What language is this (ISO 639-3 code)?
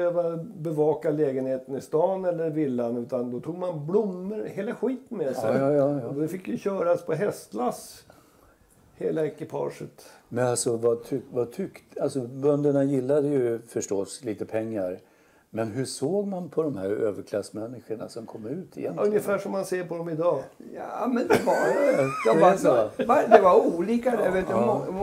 swe